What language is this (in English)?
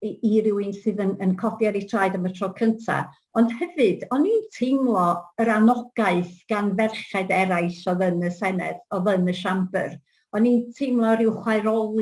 Welsh